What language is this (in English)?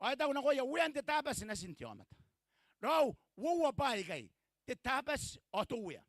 Gilbertese